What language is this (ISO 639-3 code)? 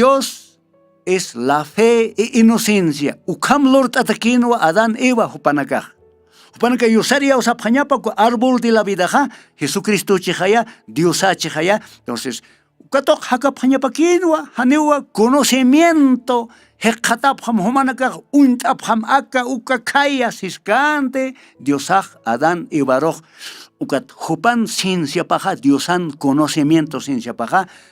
aym